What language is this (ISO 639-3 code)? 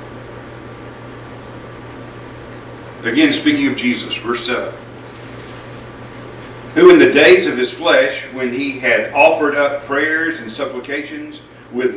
eng